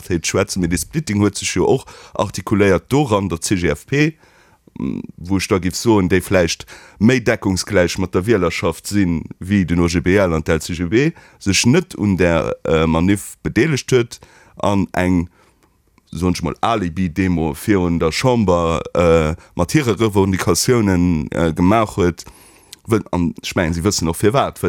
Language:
Luxembourgish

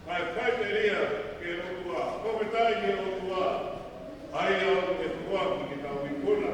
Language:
Tongan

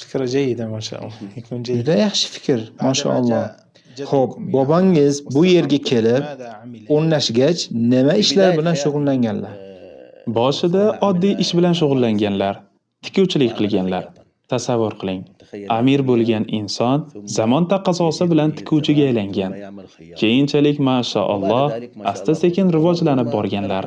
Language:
Uzbek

